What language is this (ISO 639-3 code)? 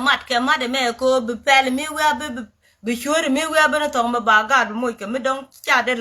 nus